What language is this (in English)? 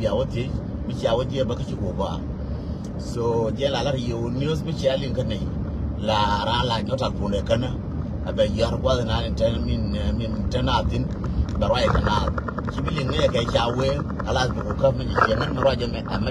Nuer